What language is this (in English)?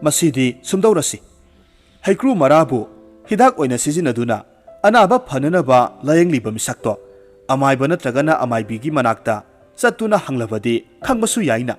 Manipuri